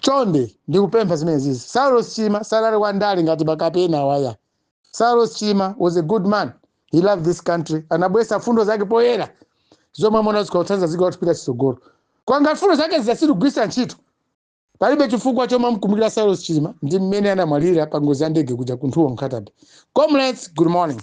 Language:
Nyanja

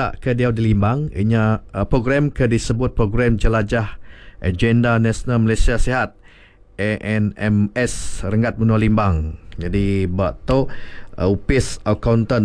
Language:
Iban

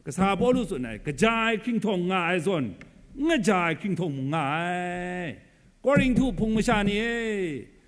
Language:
Kachin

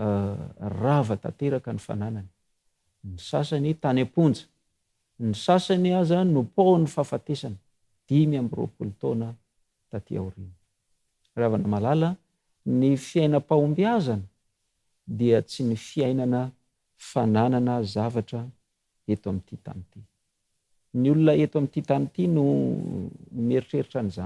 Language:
Malagasy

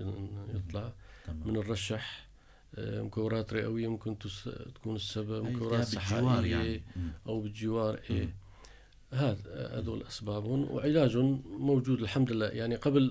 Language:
North Levantine Arabic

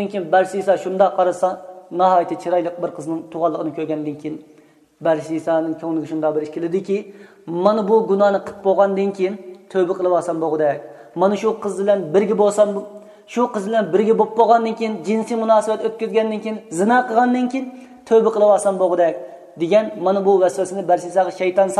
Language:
Uyghur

